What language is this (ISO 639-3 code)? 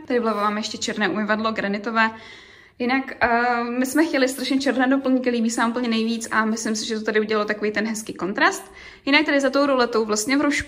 ces